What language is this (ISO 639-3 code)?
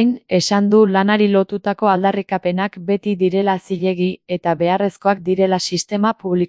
eus